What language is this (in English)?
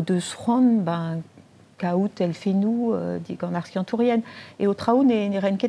Breton